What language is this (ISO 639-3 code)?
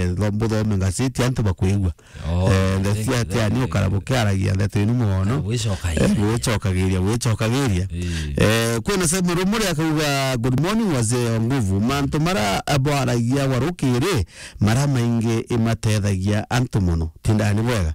mer